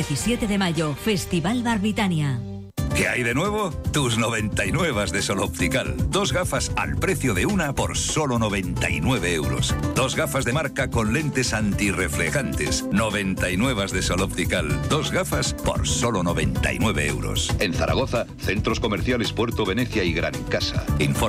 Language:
Spanish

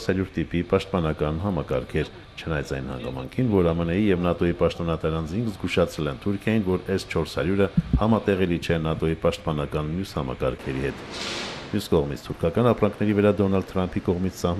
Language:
Armenian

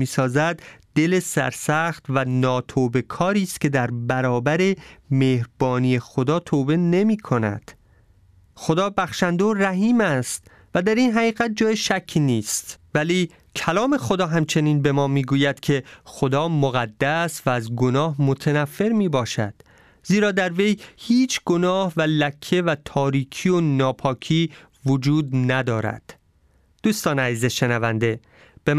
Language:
Persian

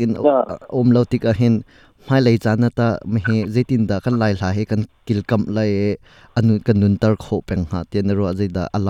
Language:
Hakha Chin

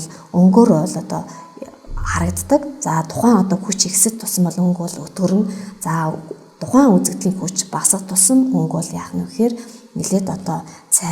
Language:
Mongolian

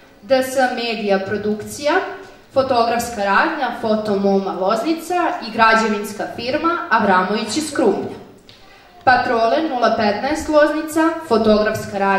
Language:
Serbian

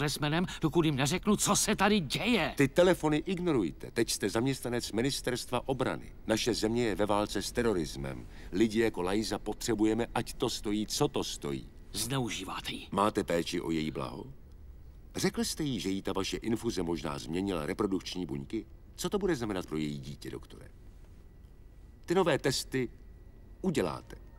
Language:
Czech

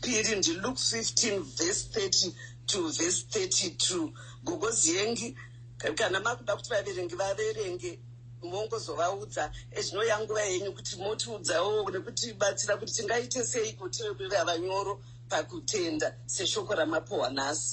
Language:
Shona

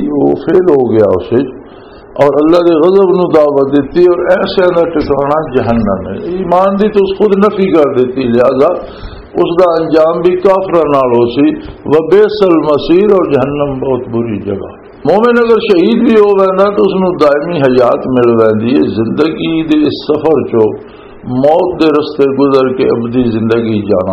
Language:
Western Panjabi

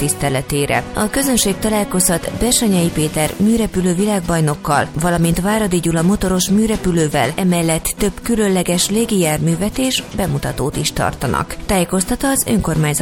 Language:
Hungarian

